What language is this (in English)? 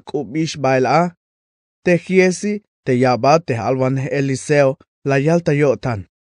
Tzeltal